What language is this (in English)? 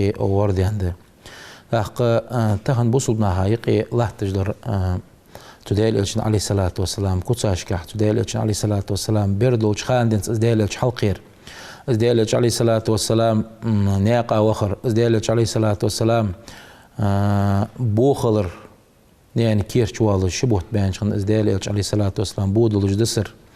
Ingush